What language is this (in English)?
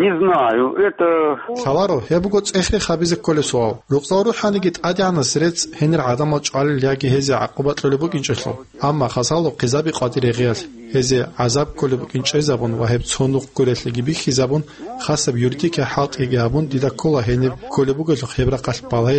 Avaric